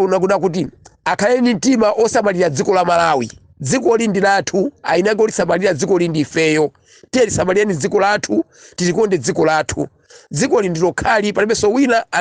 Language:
Nyanja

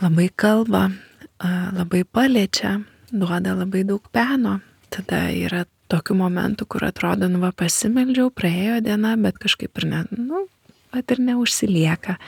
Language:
Lithuanian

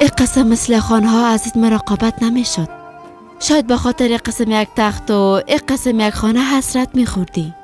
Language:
Persian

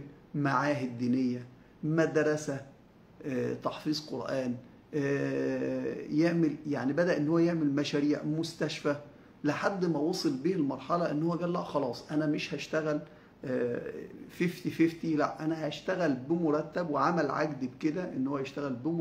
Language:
Egyptian Arabic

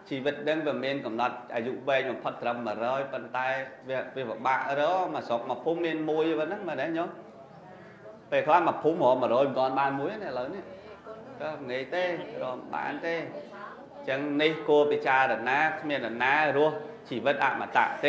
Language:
Khmer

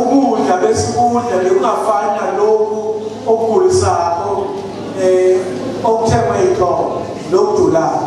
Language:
Zulu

